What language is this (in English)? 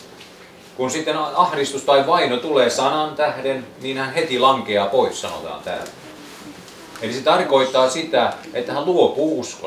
Finnish